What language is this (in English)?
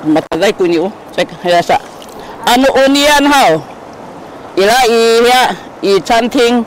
Sakizaya